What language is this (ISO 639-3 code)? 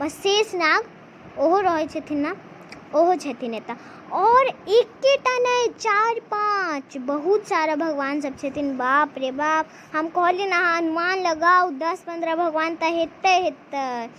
mai